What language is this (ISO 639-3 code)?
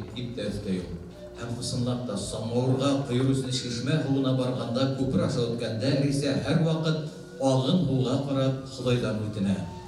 bak